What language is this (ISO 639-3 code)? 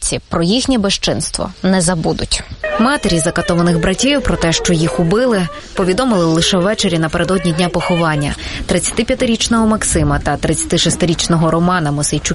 ukr